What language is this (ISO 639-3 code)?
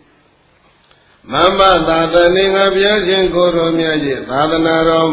mya